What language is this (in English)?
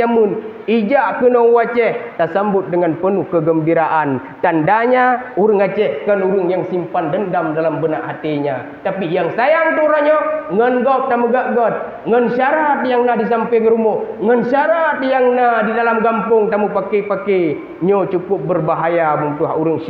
Achinese